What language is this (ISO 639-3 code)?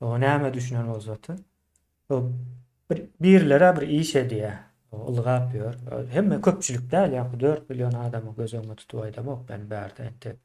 tuk